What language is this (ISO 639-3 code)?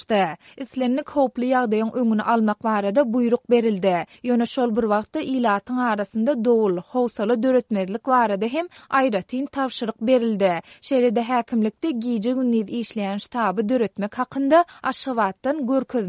tuk